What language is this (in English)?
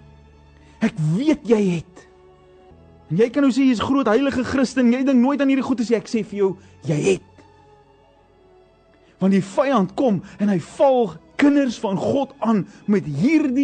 Afrikaans